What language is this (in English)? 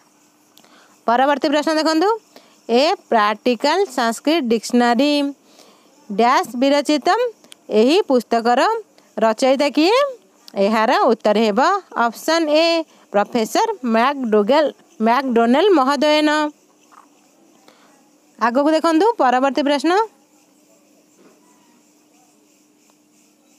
Odia